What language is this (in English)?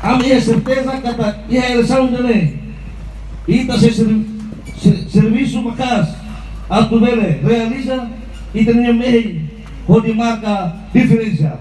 Tetum